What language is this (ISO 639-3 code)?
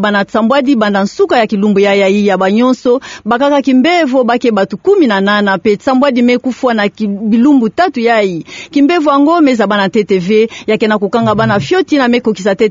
ktu